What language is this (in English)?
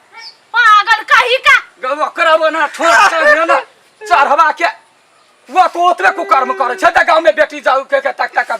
Maithili